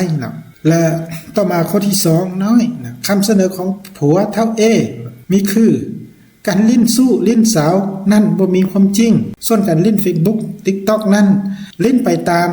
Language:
Lao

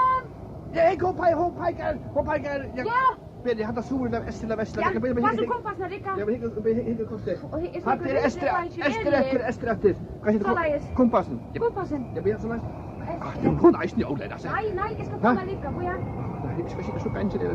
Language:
Faroese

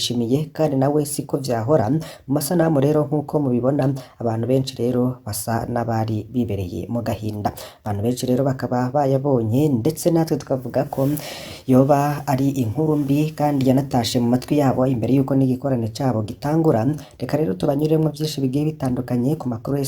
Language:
Rundi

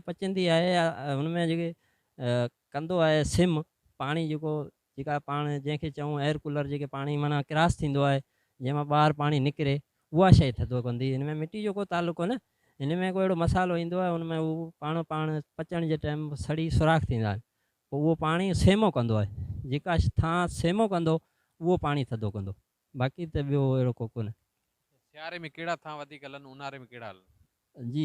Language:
Sindhi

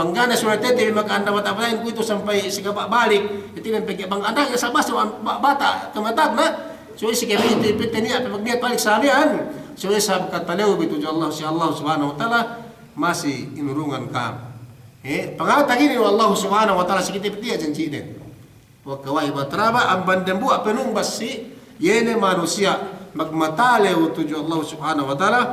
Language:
Yakan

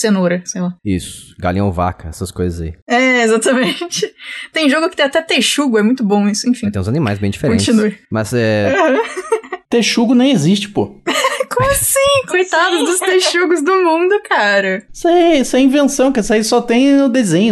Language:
Portuguese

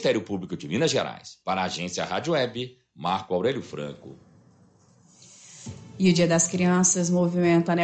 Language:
Portuguese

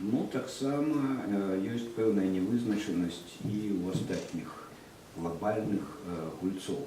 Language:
Belarusian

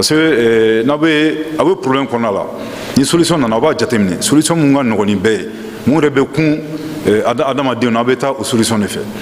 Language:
Bambara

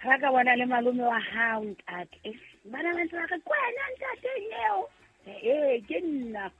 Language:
Southern Sotho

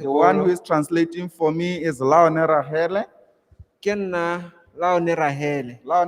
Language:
Tswana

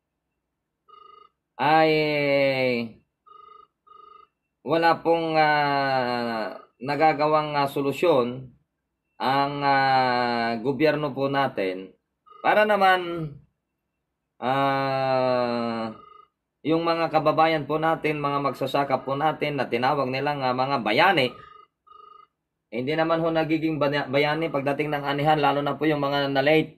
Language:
Filipino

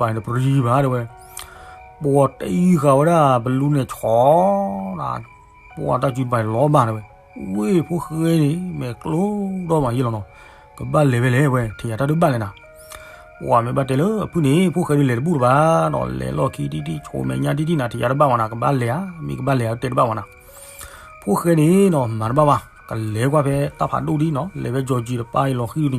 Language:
S'gaw Karen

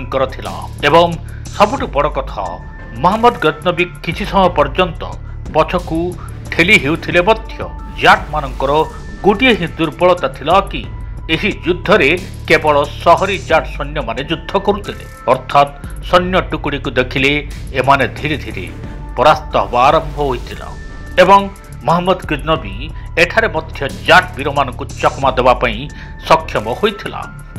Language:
Odia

